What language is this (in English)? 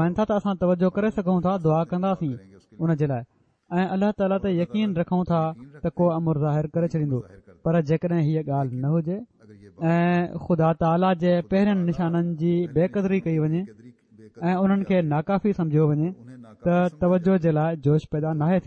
Sindhi